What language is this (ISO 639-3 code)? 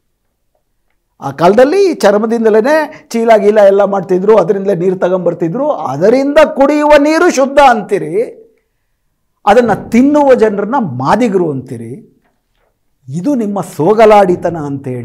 kan